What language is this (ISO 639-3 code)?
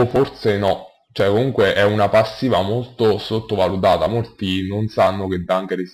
ita